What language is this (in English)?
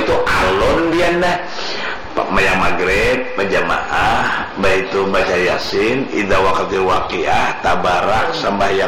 Banjar